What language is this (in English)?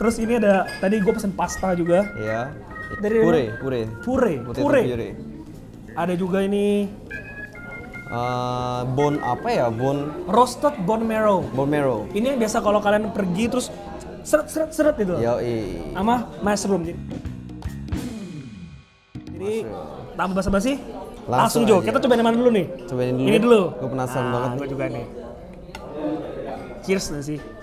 Indonesian